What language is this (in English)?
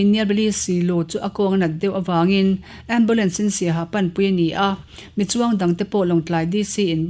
Mizo